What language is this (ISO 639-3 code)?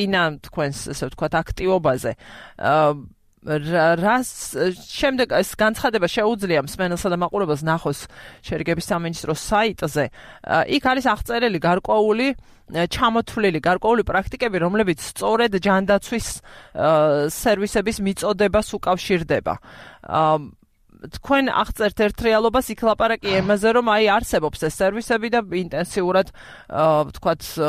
kat